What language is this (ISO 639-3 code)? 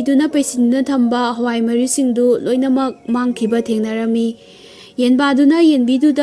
mni